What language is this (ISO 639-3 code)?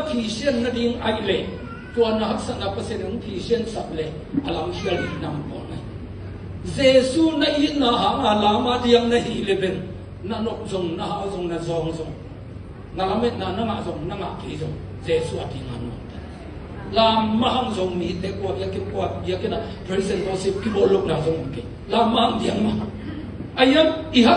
ctd